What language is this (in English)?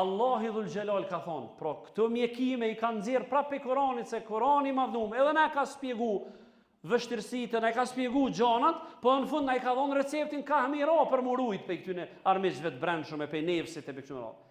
Albanian